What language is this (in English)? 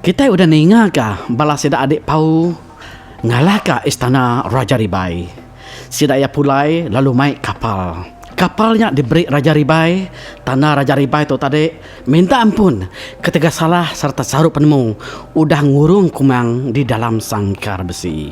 Iban